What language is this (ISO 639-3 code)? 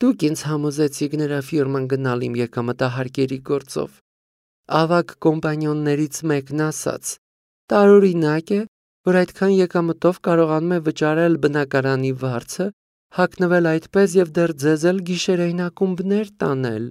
hye